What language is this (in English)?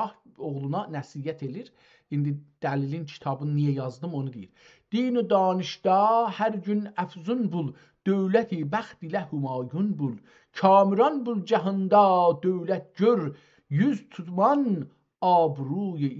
South Azerbaijani